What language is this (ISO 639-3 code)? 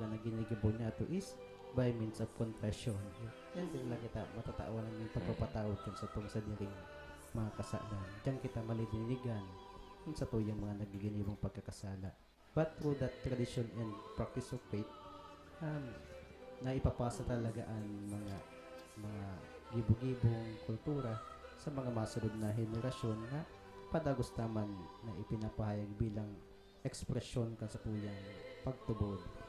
bik